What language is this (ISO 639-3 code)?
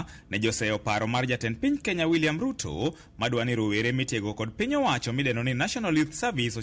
luo